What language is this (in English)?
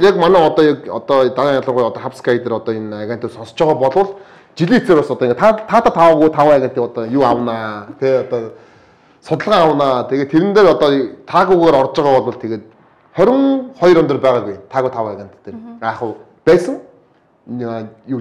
Mongolian